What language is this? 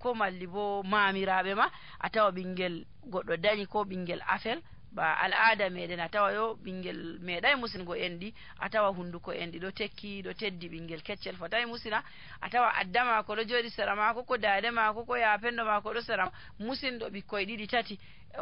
Nigerian Fulfulde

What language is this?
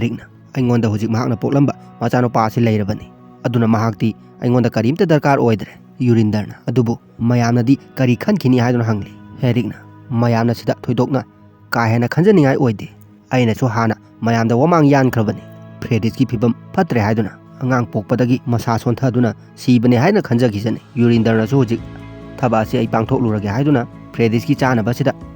Manipuri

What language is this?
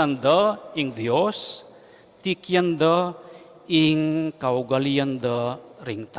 Pampanga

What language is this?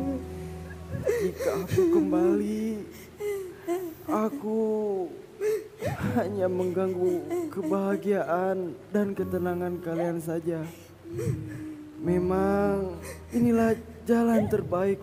Indonesian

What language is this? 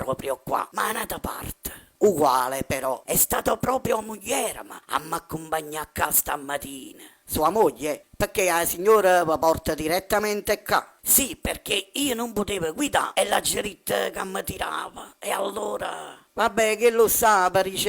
Neapolitan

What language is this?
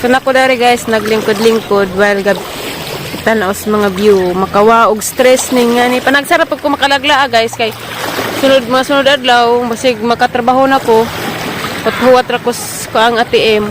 Cebuano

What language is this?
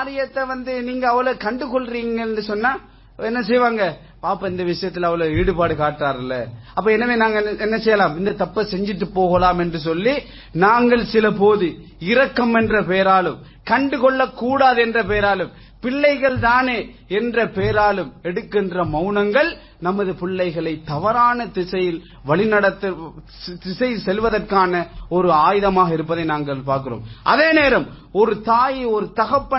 Tamil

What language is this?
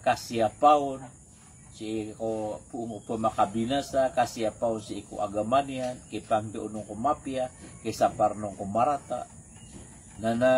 Maranao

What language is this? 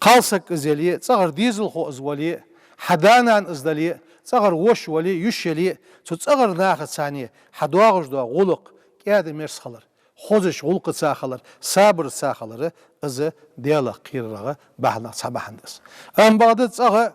Ingush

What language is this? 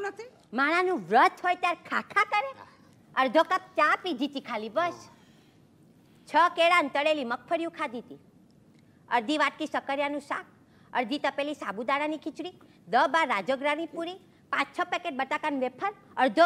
Gujarati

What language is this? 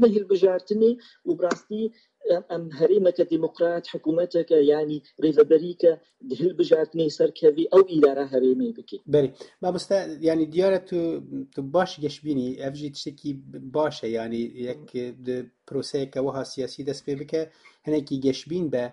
Kurdish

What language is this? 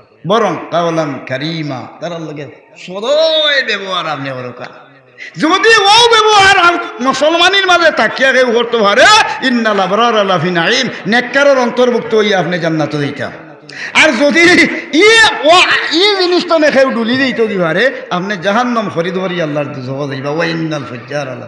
Sylheti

